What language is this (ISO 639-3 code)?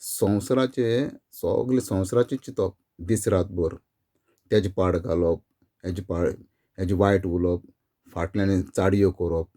kok